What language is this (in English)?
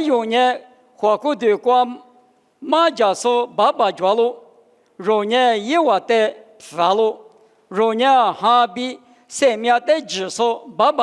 Lisu